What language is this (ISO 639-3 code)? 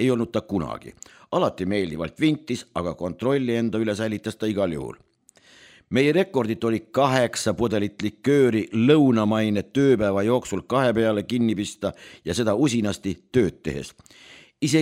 est